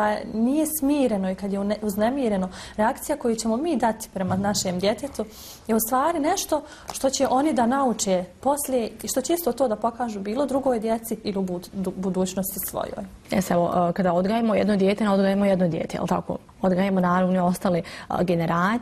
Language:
Bosnian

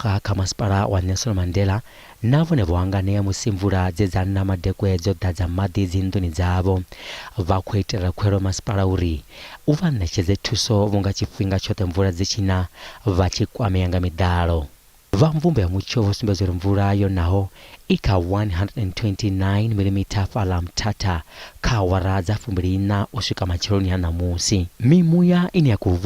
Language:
Venda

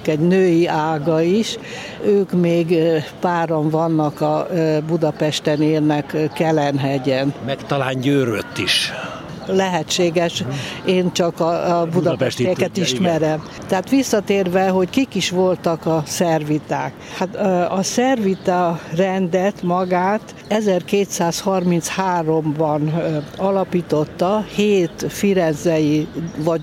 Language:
Hungarian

